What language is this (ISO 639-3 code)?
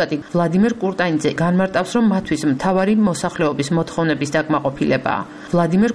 kat